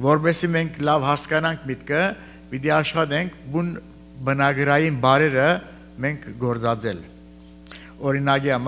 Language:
Armenian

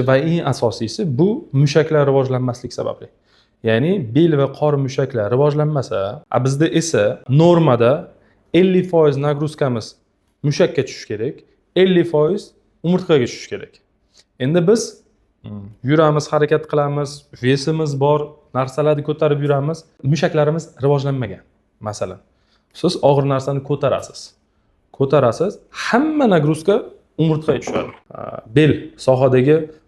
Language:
Uzbek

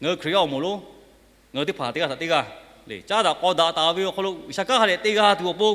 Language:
Lahu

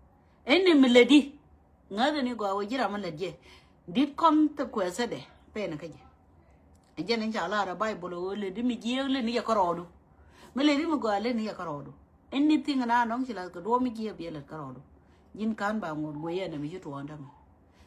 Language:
Nuer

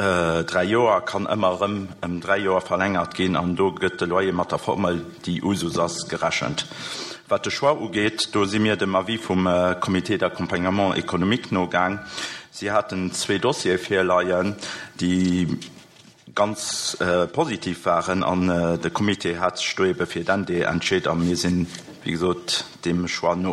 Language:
Luxembourgish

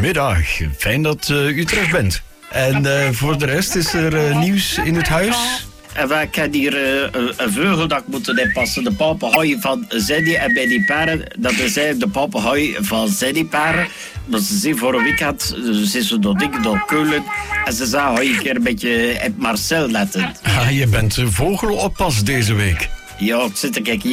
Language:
Dutch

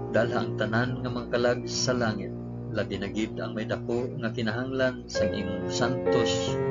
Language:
Hiligaynon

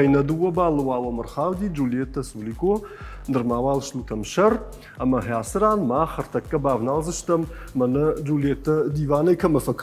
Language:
Ossetic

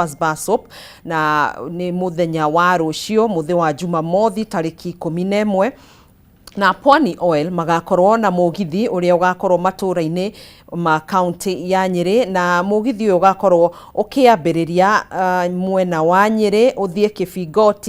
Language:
Kikuyu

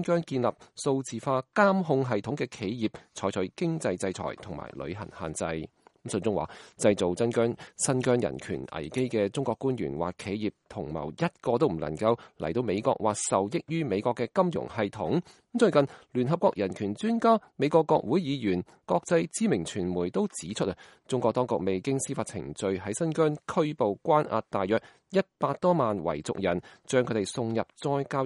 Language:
Cantonese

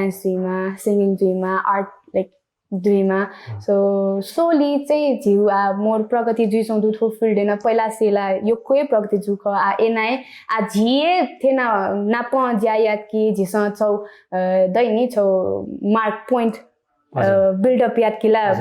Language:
Newari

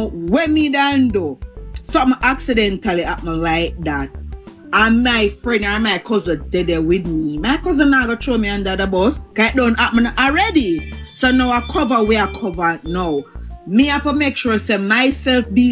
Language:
Jamaican Creole English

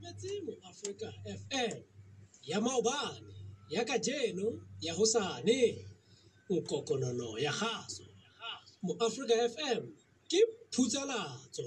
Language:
Southern Sotho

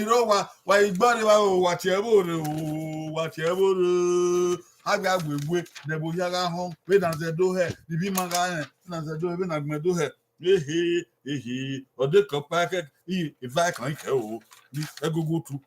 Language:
Bini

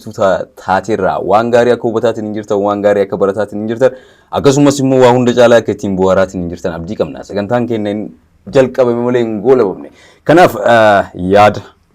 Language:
Oromo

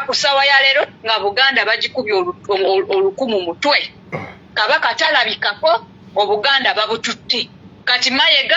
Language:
Ganda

